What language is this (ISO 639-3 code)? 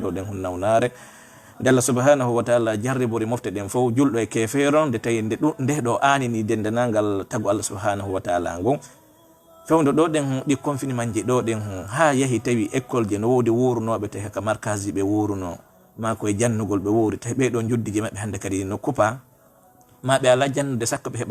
ful